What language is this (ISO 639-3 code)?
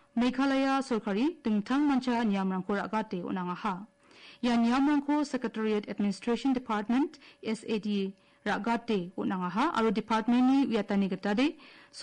grt